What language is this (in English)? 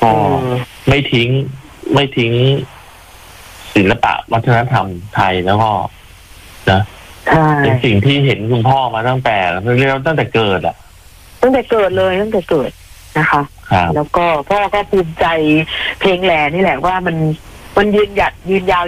Thai